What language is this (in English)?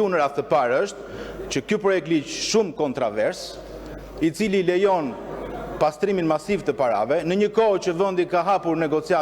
Albanian